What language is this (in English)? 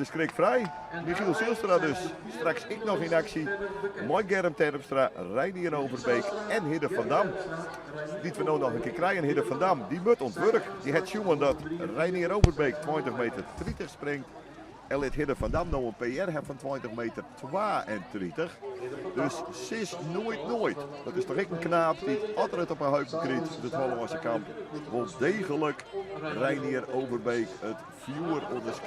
Western Frisian